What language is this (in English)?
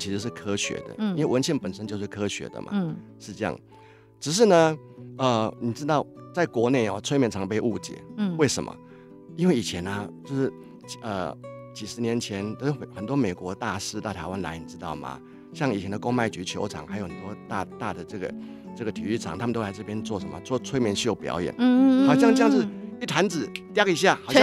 Chinese